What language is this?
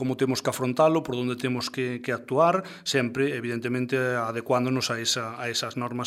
Galician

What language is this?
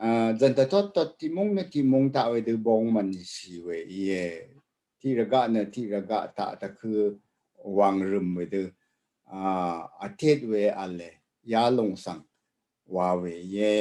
Rawang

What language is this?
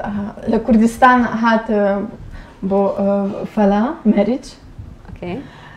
Central Kurdish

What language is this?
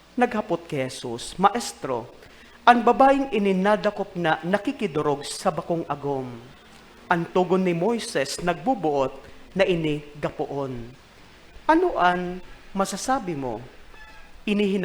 Bikol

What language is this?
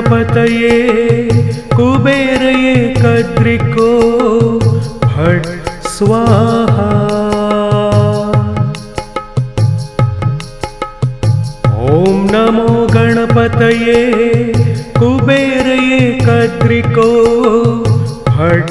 Sanskrit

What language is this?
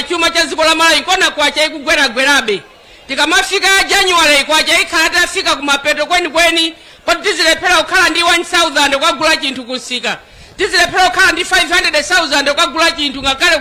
Nyanja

